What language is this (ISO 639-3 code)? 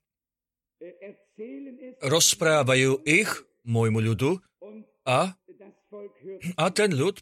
slk